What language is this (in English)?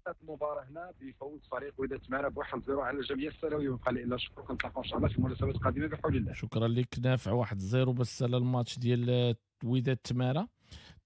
Moroccan Arabic